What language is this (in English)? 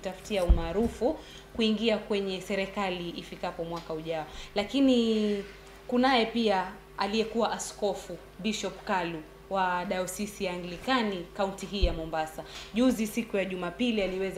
Swahili